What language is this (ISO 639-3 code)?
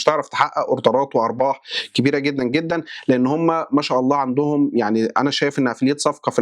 arz